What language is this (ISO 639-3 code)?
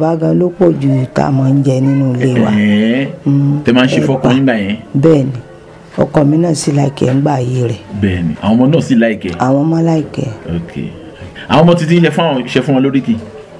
yor